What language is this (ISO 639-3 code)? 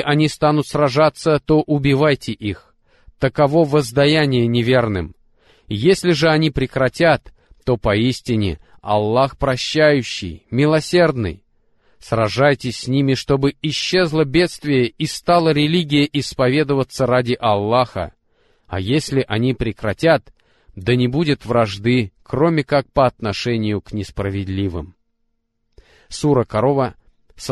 rus